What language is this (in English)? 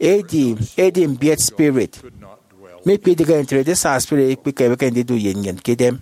Efik